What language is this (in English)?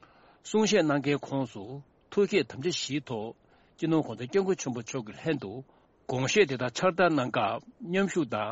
Tibetan